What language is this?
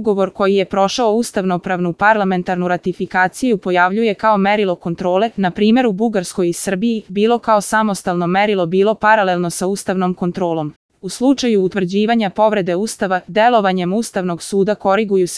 Serbian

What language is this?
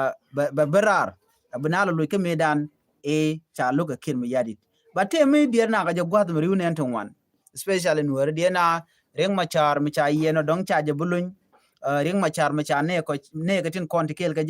Nuer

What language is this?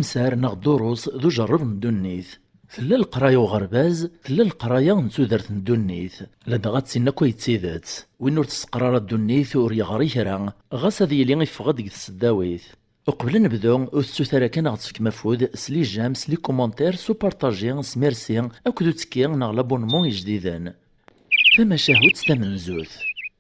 Kabyle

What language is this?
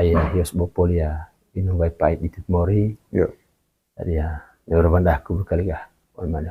Manggarai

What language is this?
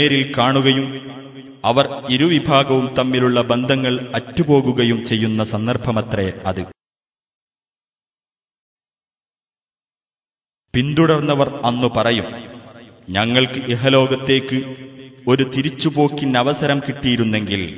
Malayalam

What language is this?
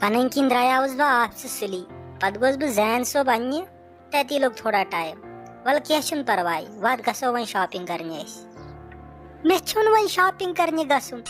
Kashmiri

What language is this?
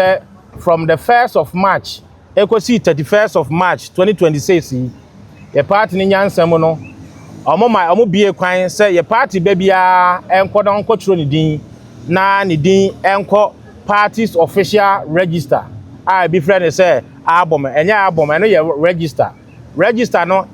Akan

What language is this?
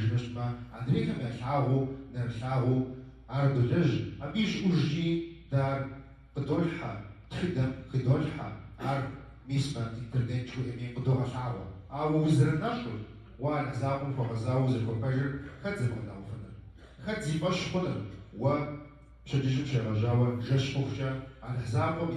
Kabardian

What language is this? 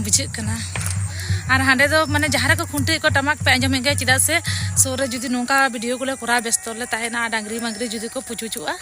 Santali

